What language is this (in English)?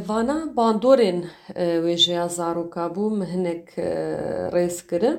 Kurdish